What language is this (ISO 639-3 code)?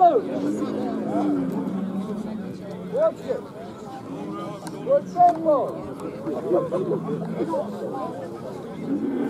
hrv